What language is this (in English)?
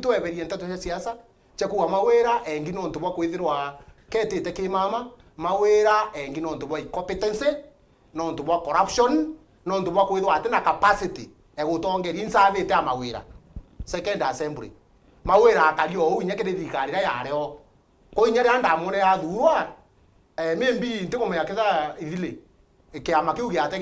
Meru